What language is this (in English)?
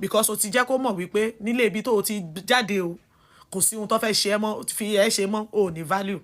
Yoruba